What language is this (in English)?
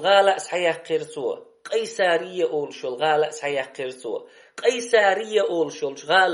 Chechen